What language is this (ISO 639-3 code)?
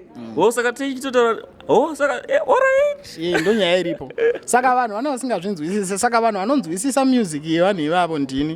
sna